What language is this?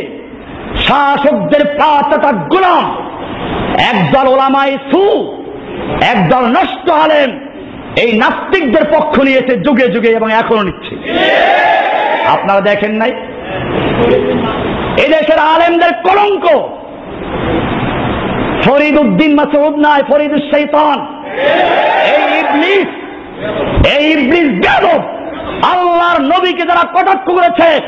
Bangla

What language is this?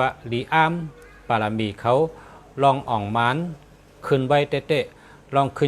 Shan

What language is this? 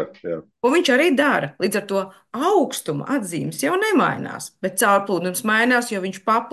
Latvian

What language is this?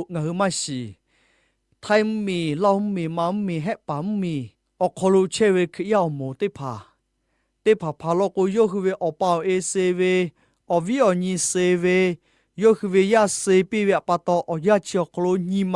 Lahu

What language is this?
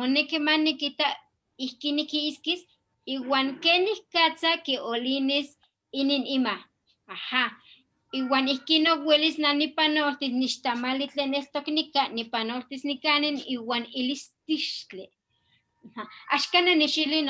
Eastern Huasteca Nahuatl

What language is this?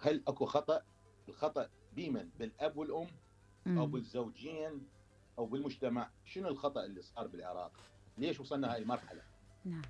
Mesopotamian Arabic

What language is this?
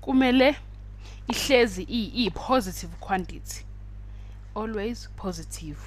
Zulu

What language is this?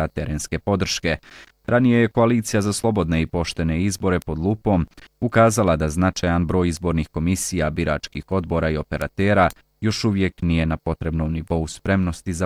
Bosnian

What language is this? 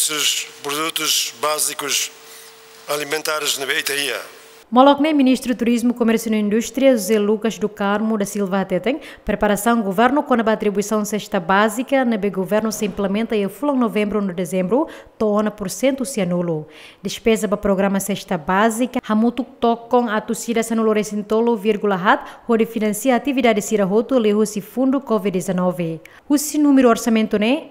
Tetum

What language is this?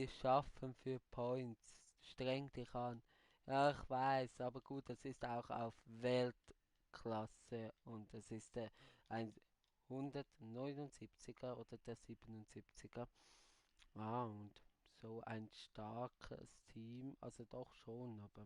Swiss German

